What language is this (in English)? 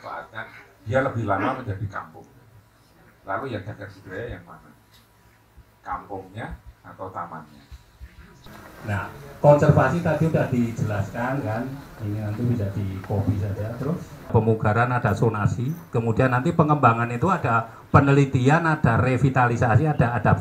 Indonesian